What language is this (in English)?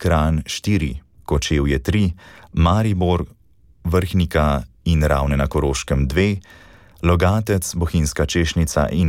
Slovenian